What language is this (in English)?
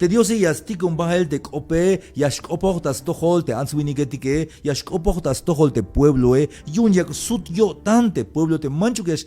Tzeltal